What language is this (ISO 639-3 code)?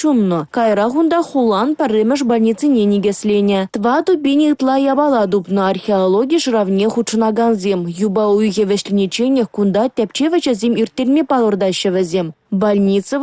chv